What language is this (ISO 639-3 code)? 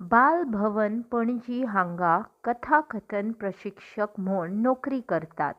kok